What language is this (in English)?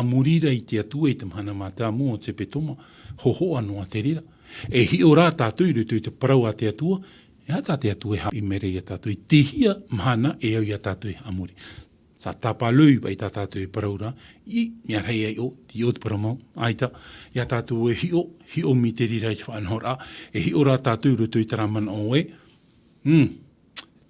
Tahitian